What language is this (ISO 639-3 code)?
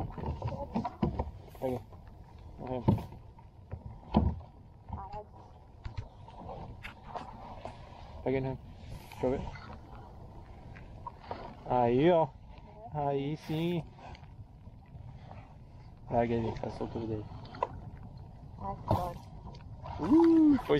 por